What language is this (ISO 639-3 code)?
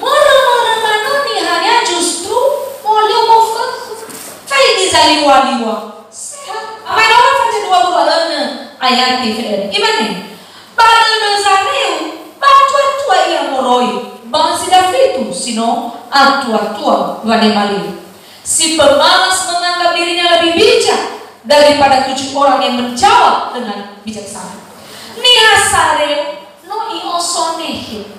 nia